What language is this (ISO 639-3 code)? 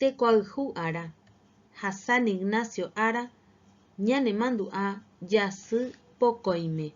grn